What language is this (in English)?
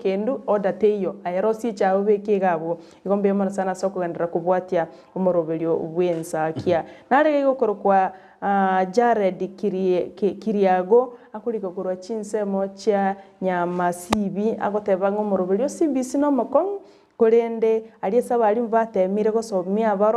Gusii